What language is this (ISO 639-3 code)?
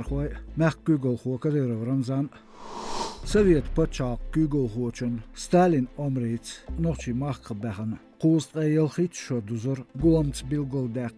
che